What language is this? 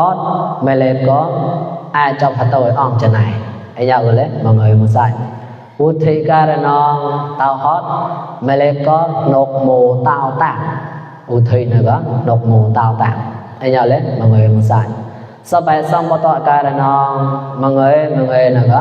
Mon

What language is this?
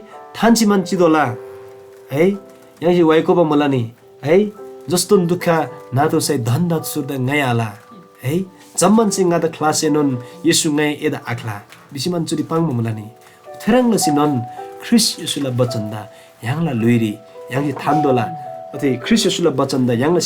Eastern Tamang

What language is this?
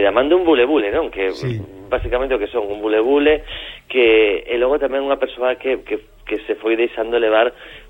Galician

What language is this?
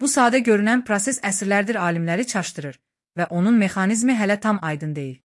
Azerbaijani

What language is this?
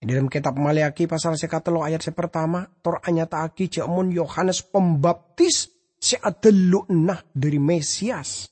Madurese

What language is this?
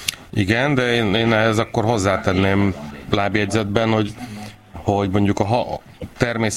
Hungarian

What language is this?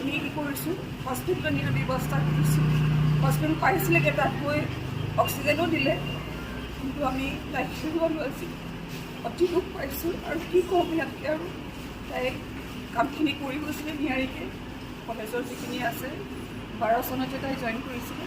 Assamese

